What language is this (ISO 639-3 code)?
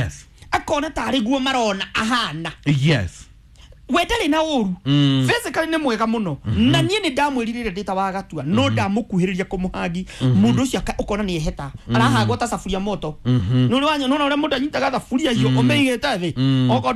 kik